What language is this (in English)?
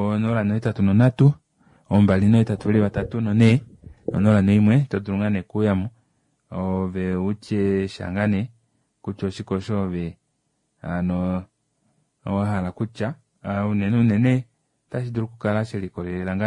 Kuanyama